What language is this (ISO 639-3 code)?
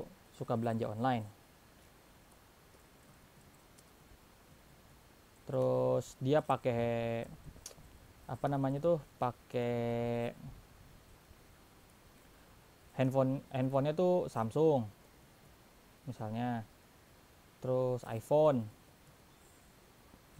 ind